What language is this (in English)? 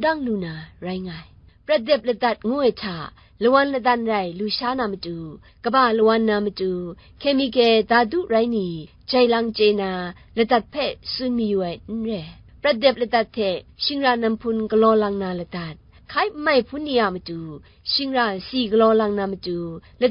Kachin